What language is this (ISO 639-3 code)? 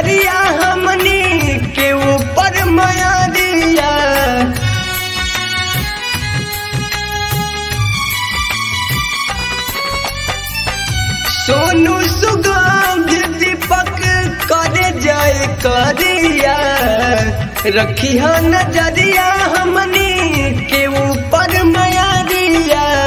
bho